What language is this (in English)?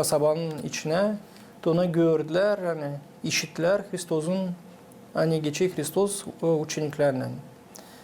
Gagauz